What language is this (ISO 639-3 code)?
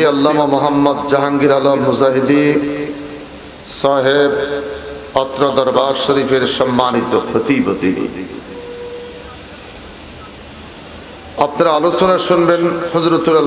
ben